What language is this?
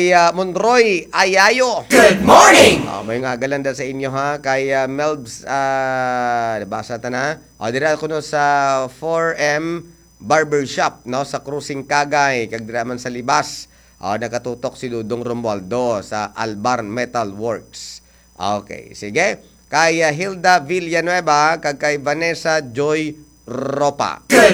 Hiligaynon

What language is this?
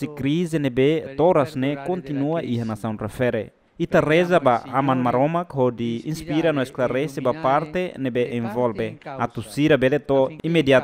Tetum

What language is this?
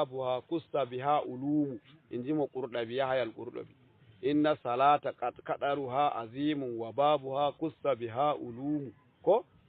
Fula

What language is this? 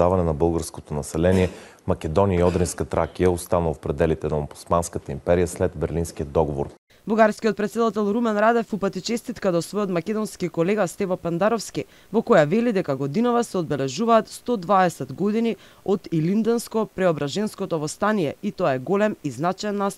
Macedonian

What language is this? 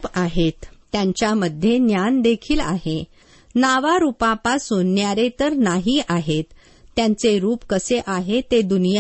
Marathi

